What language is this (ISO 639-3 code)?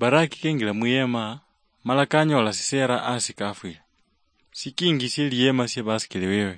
luy